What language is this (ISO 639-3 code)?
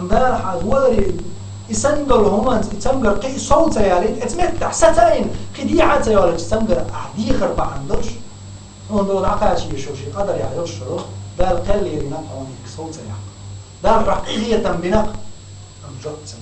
che